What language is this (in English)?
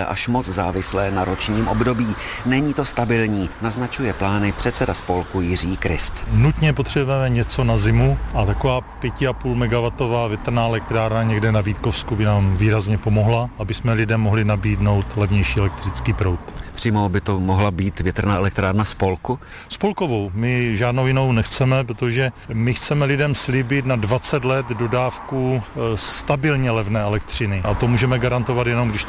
Czech